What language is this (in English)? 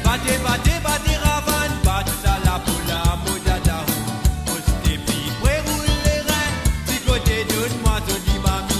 Morisyen